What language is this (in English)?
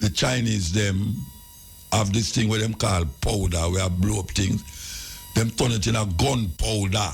Jamaican Creole English